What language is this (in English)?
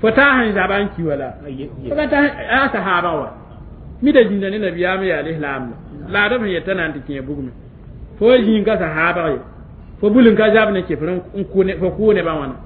Mossi